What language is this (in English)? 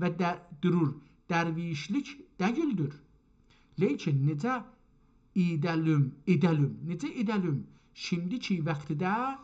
South Azerbaijani